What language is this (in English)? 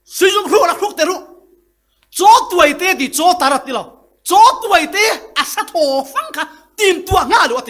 Falam Chin